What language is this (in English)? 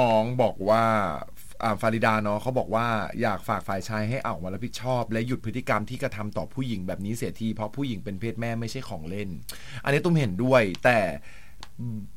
Thai